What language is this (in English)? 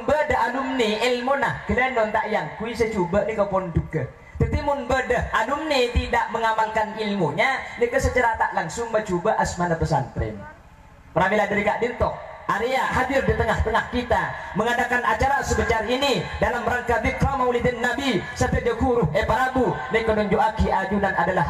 Madurese